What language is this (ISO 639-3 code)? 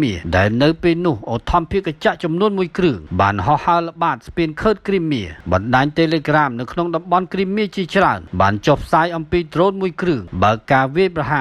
khm